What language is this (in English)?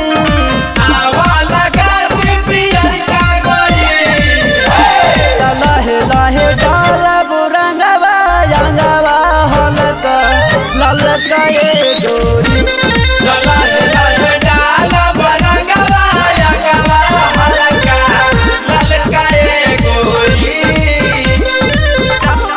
Bhojpuri